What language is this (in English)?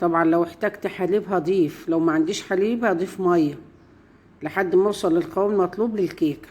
Egyptian Arabic